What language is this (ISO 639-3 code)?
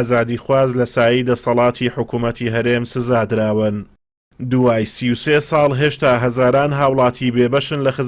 ckb